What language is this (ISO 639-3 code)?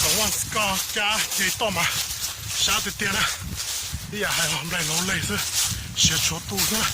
hmn